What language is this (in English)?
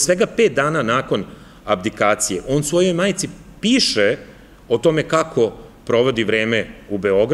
Serbian